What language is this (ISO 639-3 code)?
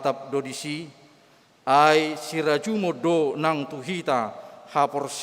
bbc